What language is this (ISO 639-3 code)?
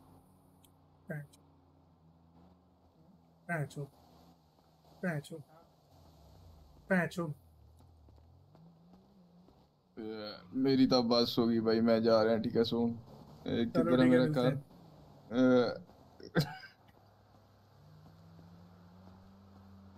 hin